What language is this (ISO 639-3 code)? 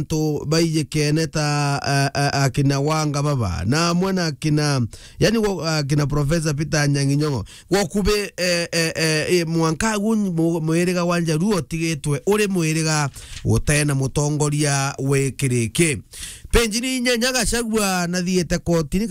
mer